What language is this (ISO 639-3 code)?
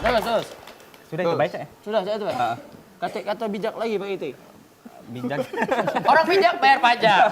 mui